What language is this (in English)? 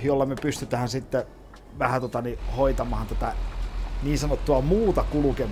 Finnish